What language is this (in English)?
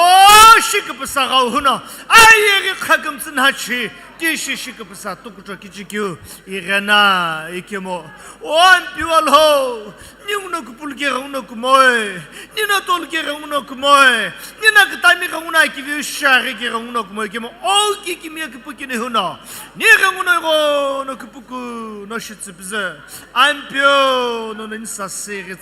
Sumi Naga